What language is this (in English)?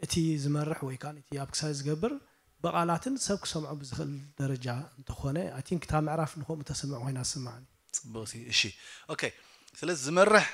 Tigrinya